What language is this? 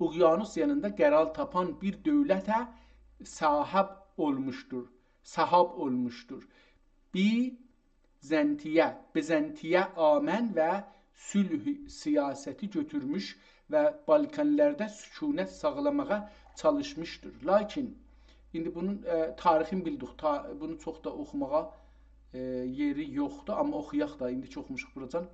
South Azerbaijani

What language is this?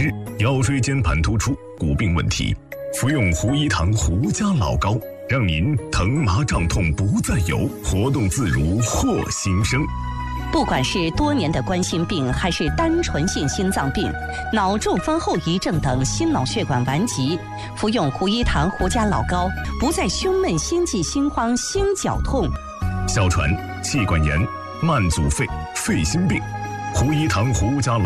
Chinese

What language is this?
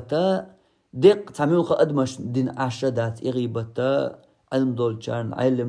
Chechen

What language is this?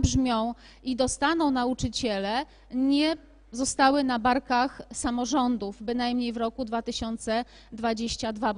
Polish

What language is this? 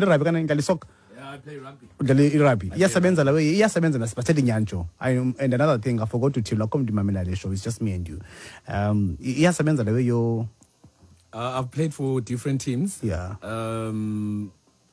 Xhosa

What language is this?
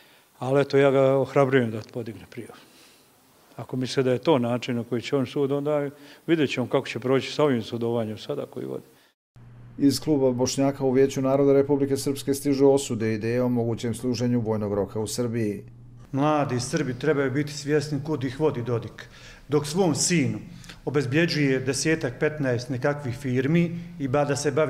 Bosnian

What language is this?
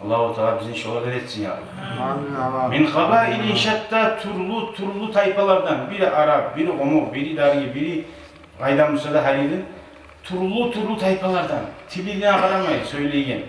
Kumyk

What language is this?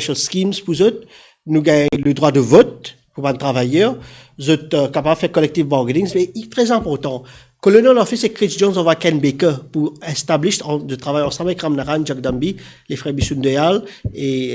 Morisyen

